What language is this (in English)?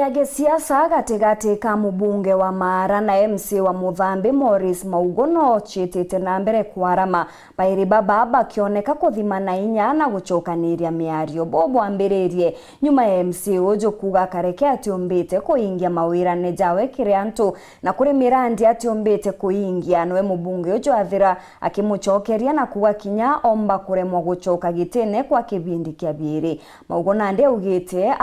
Meru